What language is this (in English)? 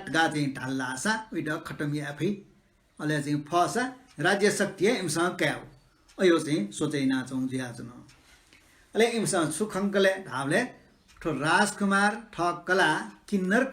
Newari